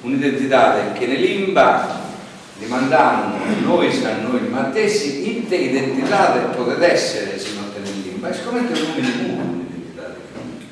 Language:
Sardinian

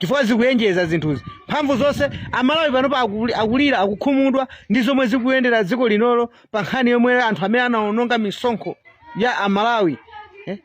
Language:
Nyanja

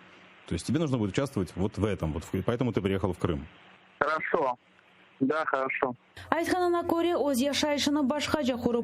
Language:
Crimean Tatar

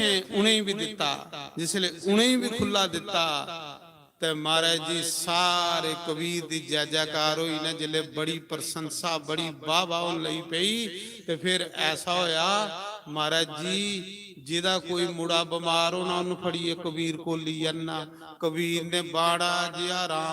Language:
Dogri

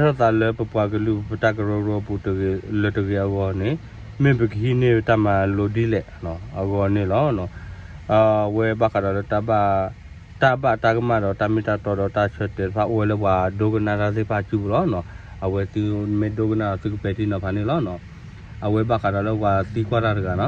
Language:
S'gaw Karen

